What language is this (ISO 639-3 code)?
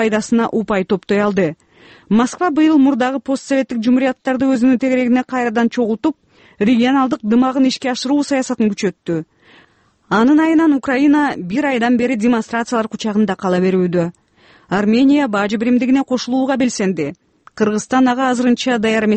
kir